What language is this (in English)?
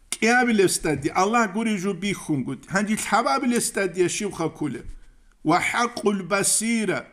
Avaric